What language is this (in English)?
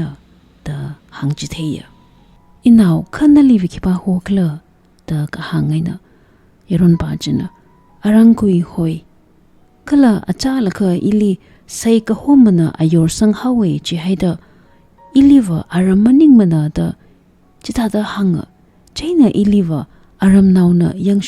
Tangkhul Naga (India)